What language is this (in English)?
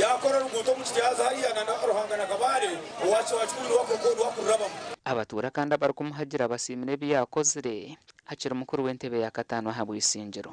Nyankole